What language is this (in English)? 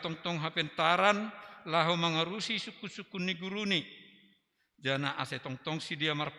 Batak Simalungun